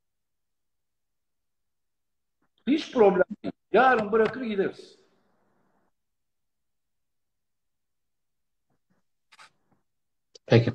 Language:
Turkish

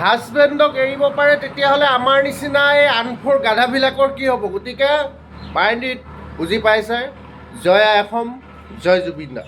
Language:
Assamese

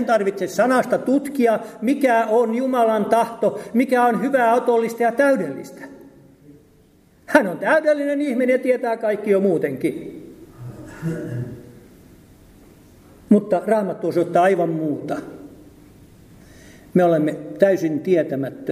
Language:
Finnish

